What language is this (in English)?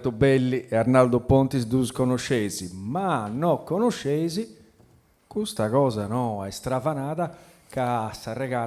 Sardinian